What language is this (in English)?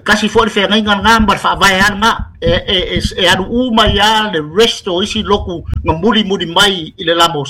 Samoan